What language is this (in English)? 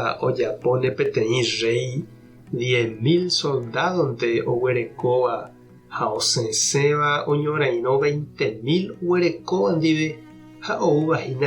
Guarani